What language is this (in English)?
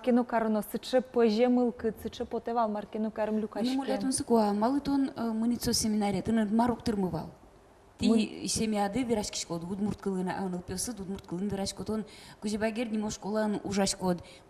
Udmurt